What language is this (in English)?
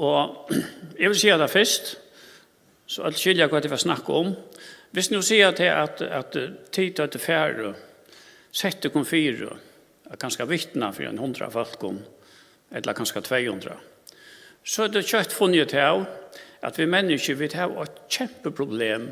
Faroese